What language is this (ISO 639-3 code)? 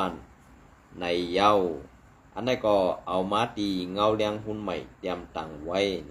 shn